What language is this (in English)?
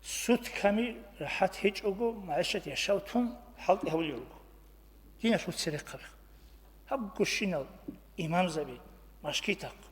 Avaric